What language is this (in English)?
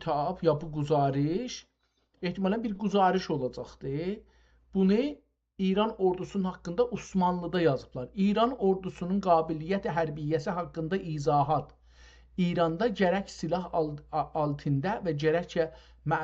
South Azerbaijani